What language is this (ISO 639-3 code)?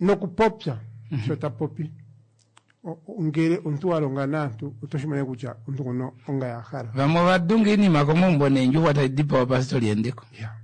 kua